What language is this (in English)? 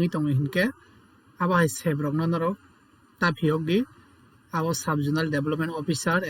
Kok Borok